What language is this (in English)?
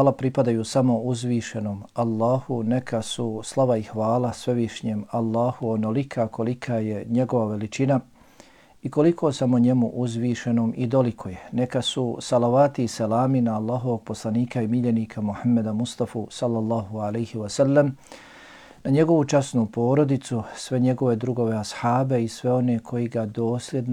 Bosnian